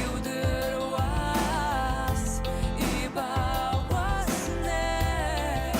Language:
Abkhazian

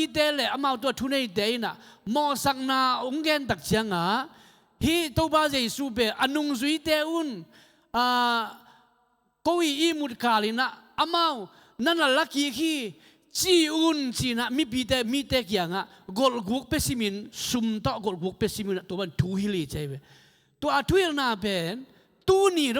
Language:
Tedim Chin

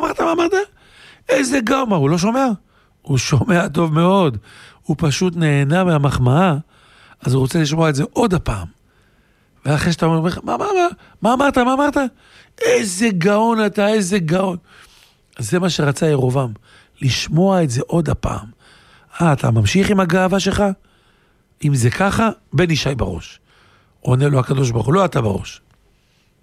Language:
Hebrew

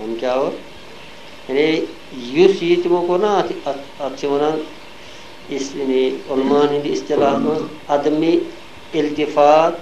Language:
Kashmiri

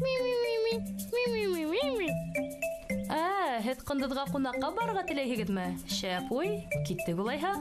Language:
Bashkir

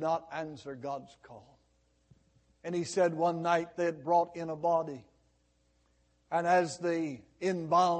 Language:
English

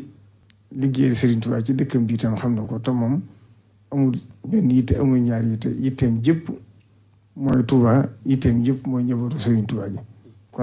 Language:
Wolof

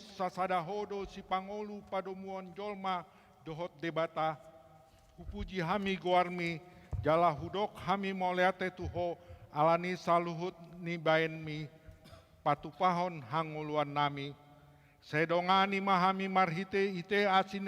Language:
Batak Toba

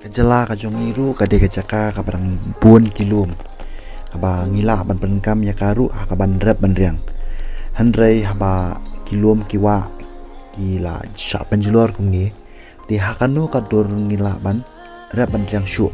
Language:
Khasi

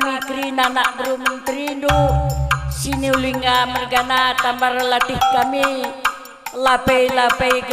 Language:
Batak Karo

